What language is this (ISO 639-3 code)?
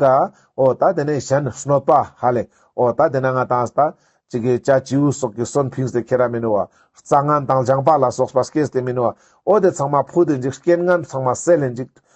lbj